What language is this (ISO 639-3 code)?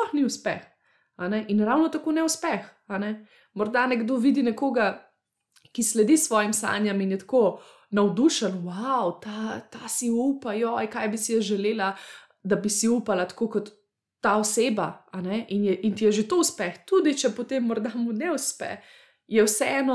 slv